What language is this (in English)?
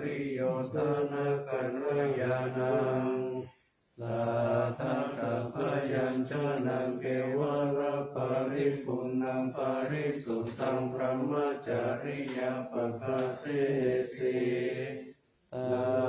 Pali